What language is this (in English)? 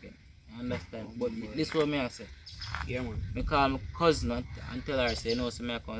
Jamaican Creole English